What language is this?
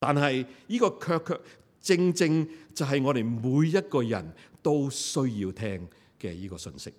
Cantonese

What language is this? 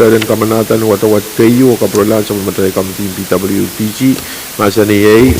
Pohnpeian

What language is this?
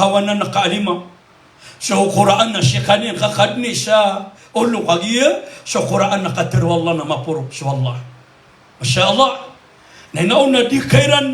Maranao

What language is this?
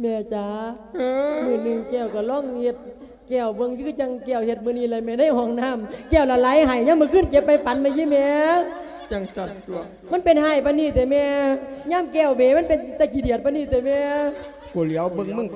Lao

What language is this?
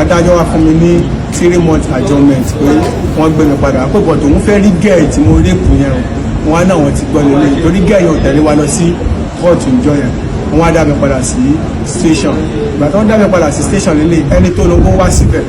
Yoruba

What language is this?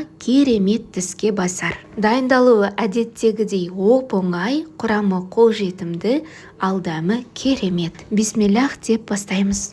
Kazakh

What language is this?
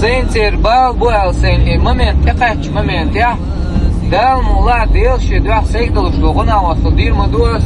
Chechen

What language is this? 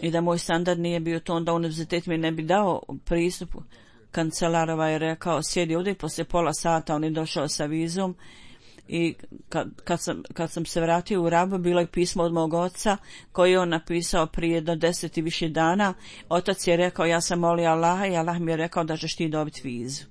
Bosnian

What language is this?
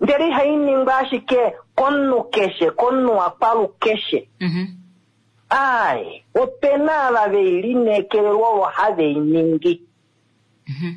Kuanyama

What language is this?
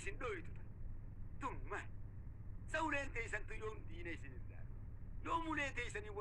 Oromo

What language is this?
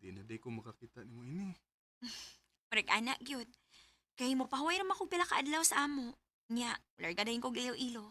Cebuano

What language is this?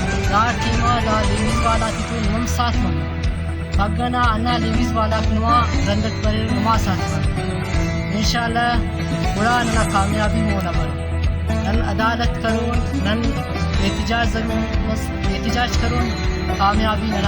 Brahui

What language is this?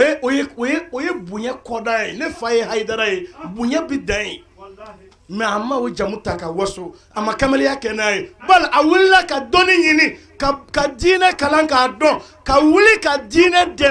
Bambara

